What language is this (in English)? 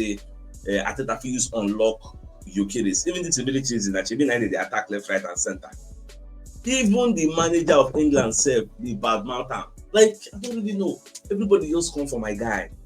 Nigerian Pidgin